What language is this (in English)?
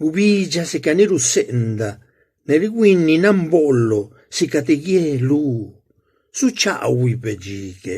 Zapotec